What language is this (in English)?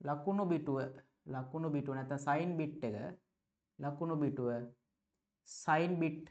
Sinhala